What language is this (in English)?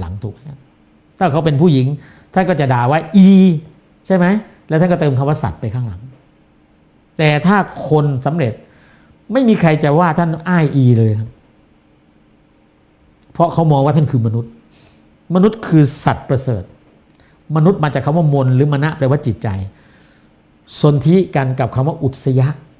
Thai